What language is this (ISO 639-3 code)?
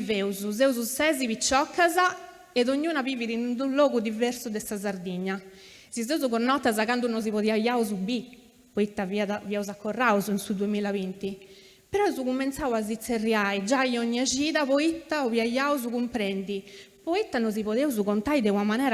srd